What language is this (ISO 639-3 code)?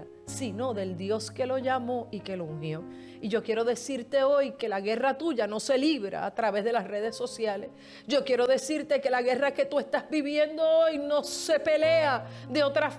spa